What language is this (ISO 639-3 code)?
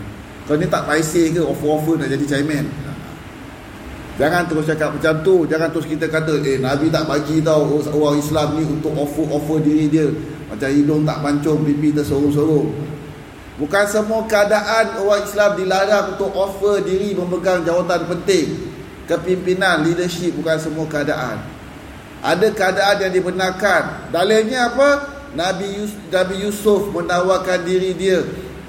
msa